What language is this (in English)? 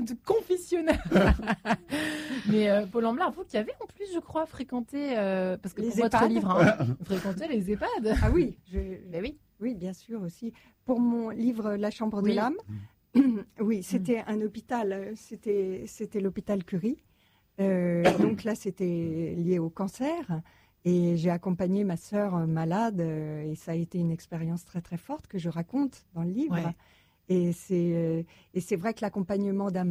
French